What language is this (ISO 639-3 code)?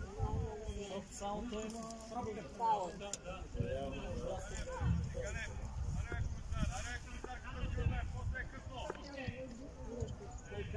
bul